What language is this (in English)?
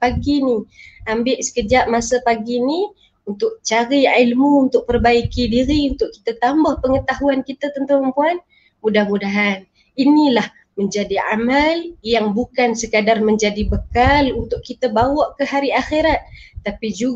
Malay